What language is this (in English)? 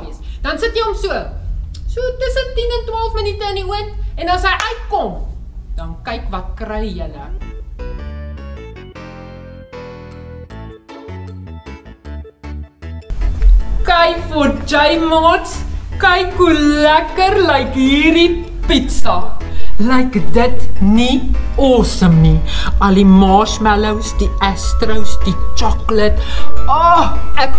Afrikaans